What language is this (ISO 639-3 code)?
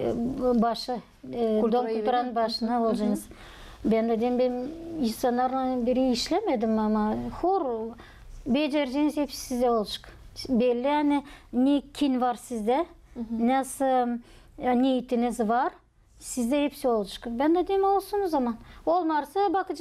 gag